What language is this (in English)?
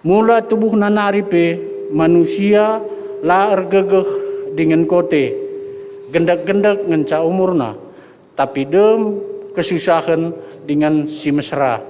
Batak Karo